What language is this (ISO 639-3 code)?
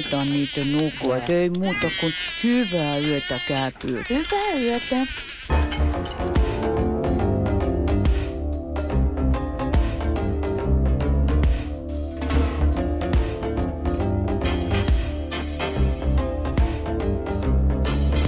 fin